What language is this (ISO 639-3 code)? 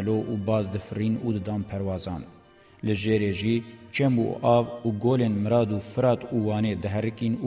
kur